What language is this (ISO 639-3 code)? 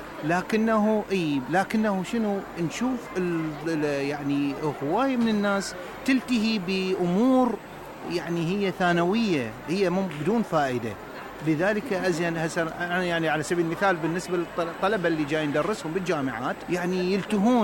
acm